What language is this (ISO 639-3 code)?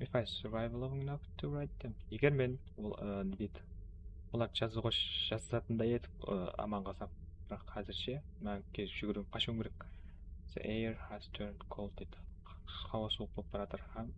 kaa